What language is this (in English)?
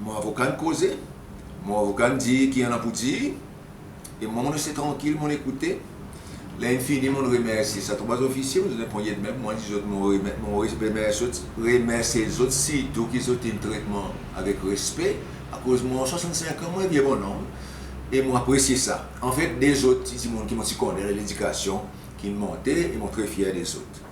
Seselwa Creole French